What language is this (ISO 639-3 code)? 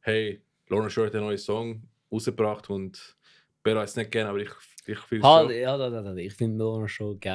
gsw